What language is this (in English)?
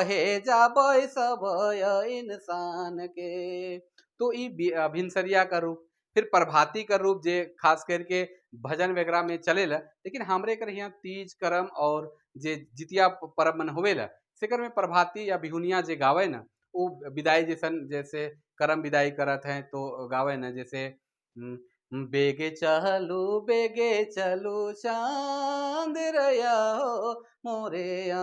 Sadri